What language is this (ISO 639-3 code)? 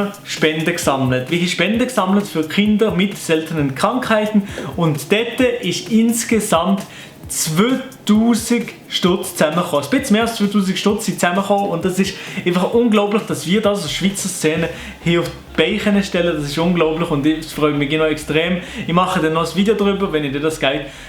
gsw